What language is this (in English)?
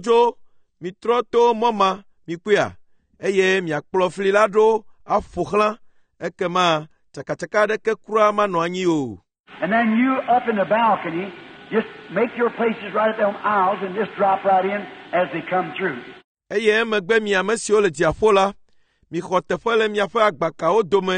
Ewe